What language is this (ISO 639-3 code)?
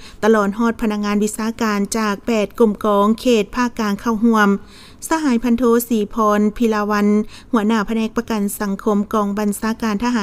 lao